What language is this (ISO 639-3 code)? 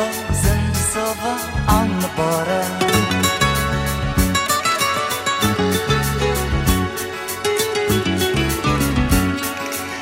ell